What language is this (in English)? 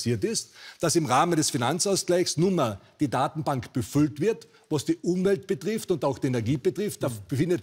German